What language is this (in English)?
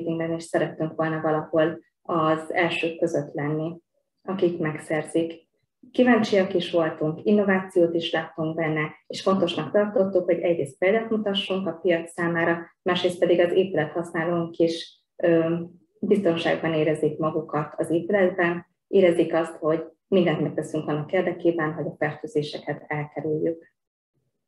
Hungarian